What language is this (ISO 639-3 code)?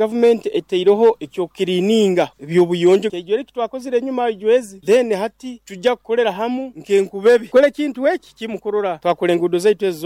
nyo